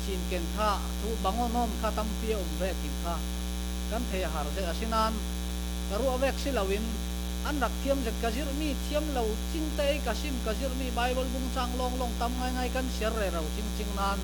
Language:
Falam Chin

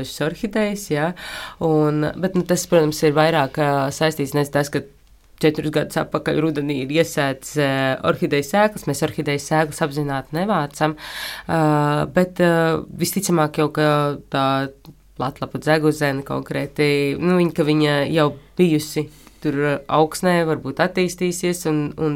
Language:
Latvian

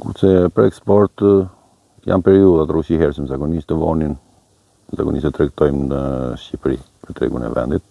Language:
Albanian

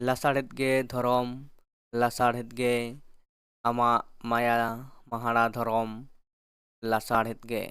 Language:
Santali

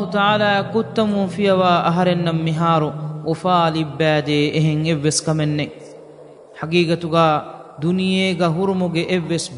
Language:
Divehi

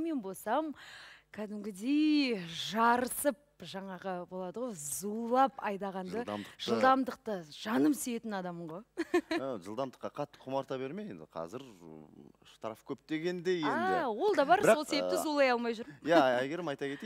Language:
Kazakh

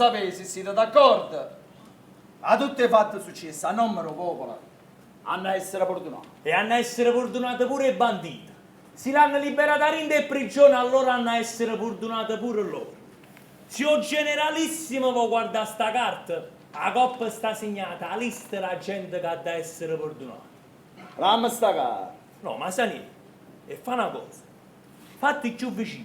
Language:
Neapolitan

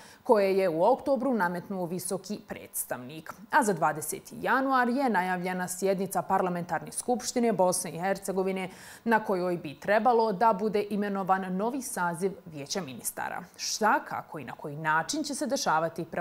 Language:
Bosnian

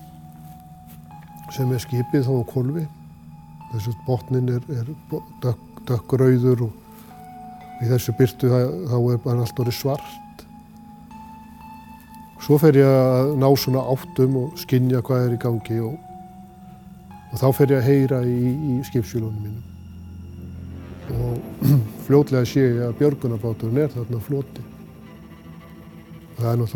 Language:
Icelandic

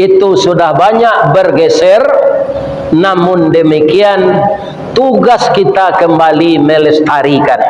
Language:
Minangkabau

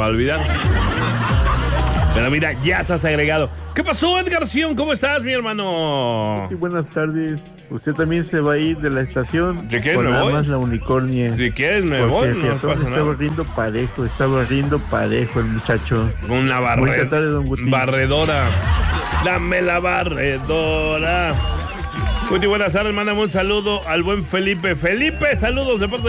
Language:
Spanish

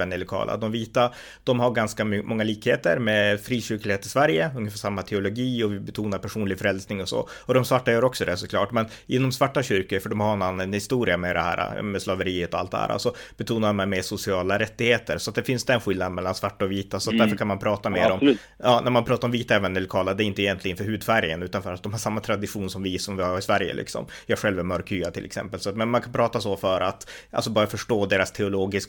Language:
Swedish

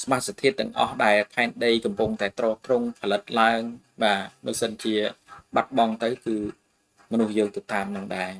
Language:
Khmer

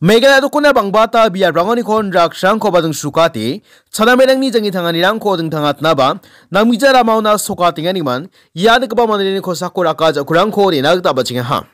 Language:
Garo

